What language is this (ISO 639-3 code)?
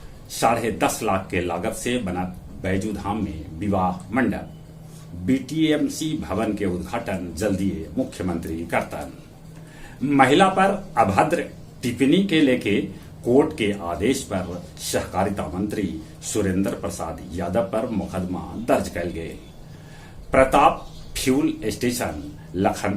mag